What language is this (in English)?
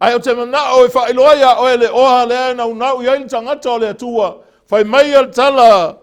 Samoan